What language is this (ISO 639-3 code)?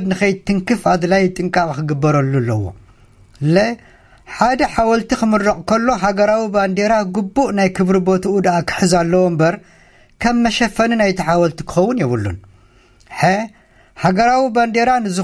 tir